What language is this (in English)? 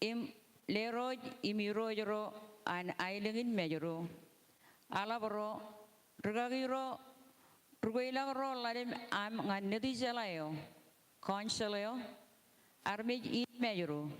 Marshallese